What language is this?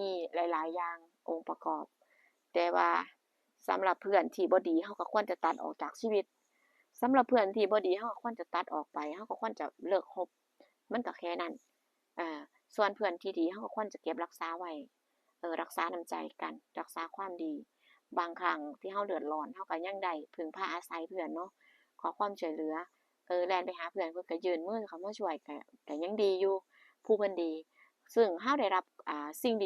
Northeastern Thai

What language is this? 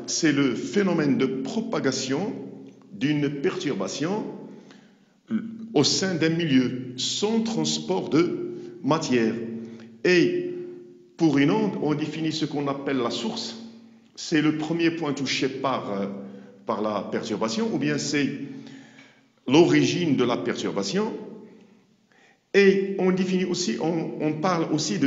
French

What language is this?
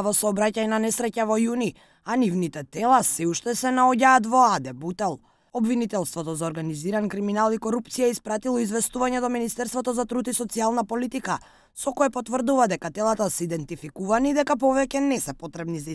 Macedonian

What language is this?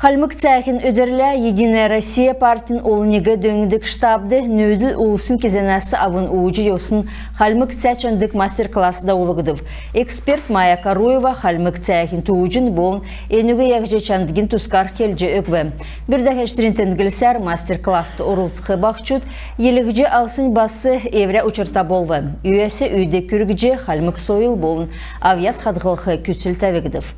Kalmyk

